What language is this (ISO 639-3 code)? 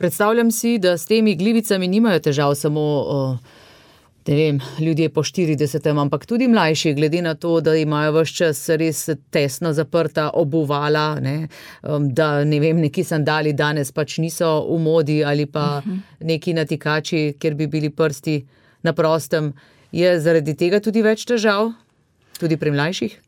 slv